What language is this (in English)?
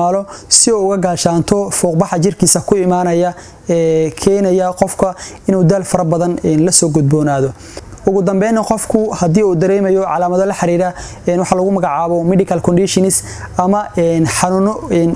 Somali